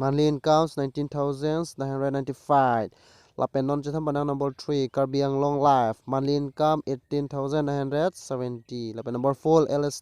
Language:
Karbi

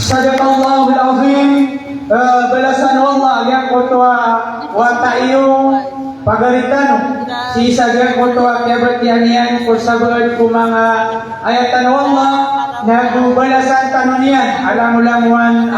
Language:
Maranao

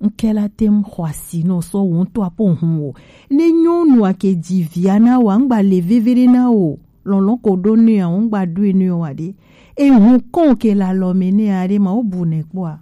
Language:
Gen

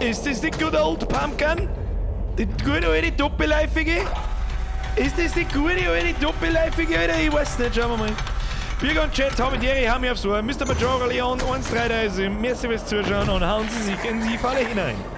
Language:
Bavarian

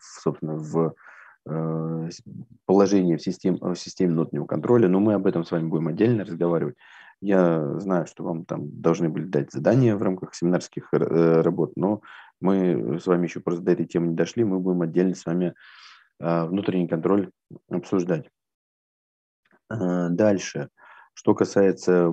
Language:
Russian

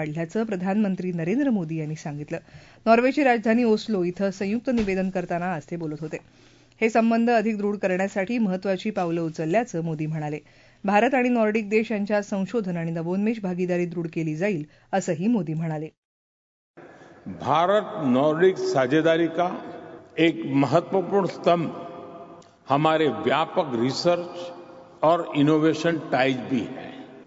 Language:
Marathi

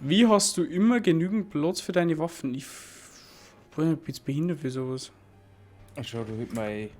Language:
Bavarian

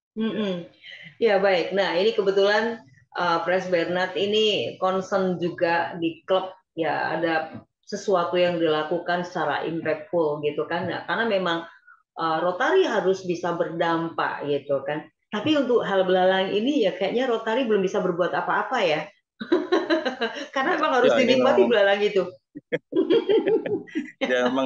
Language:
Indonesian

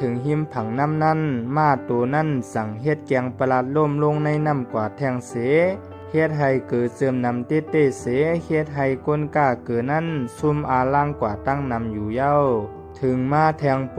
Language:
Shan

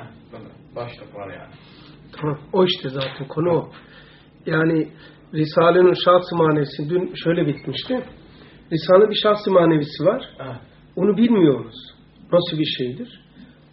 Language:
Turkish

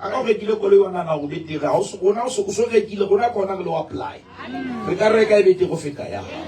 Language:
Southern Sotho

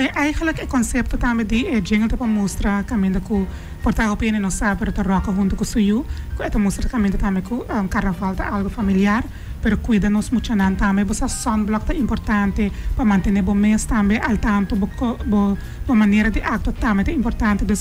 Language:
Papiamento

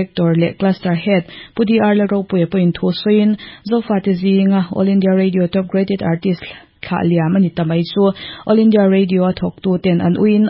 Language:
Mizo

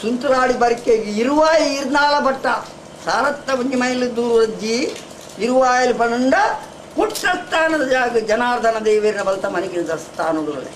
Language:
Tulu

